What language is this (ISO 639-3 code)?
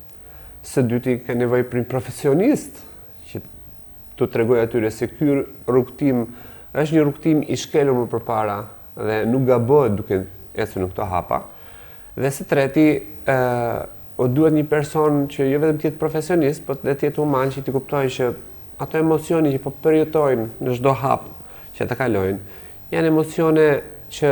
sqi